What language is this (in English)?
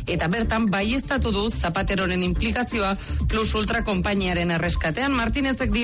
Basque